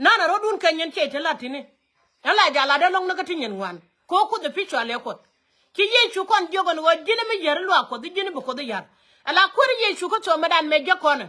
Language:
Nuer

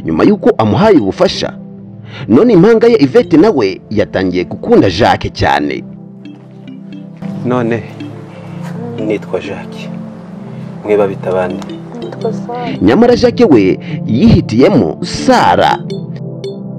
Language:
Kinyarwanda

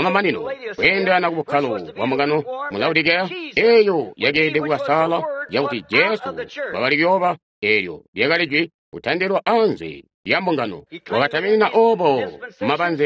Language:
Tonga (Zambia)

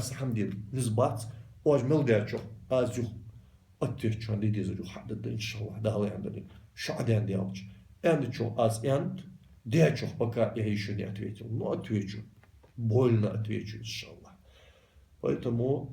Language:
Ingush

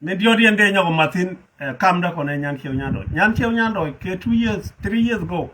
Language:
Nuer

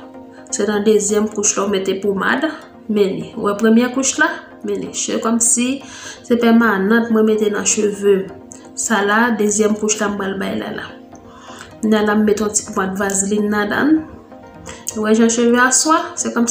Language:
Haitian Creole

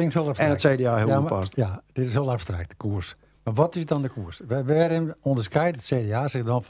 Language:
Western Frisian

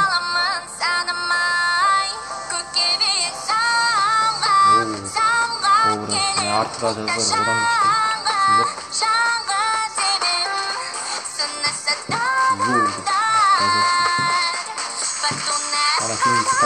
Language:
Kazakh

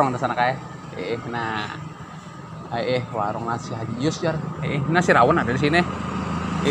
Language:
Banjar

